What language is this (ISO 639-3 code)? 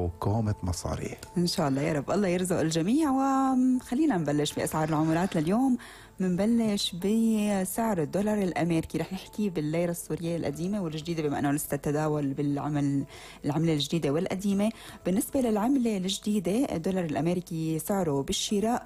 apc